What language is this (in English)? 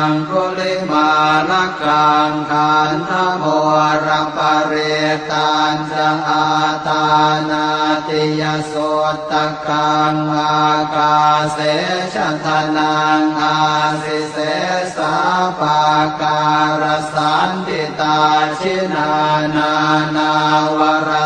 Pali